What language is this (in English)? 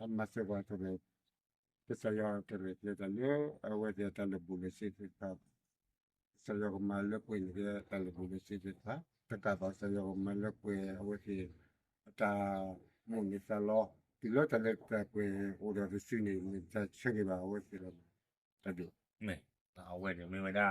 S'gaw Karen